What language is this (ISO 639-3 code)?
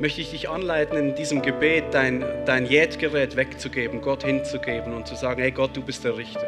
gsw